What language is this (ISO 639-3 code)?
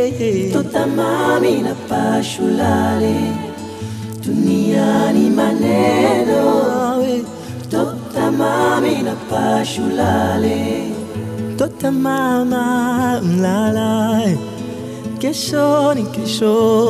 swa